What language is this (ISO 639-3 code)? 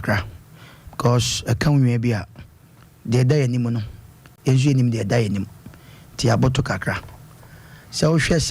aka